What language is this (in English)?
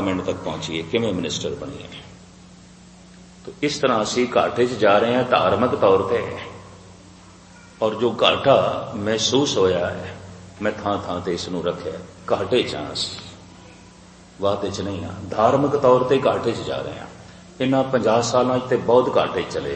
Punjabi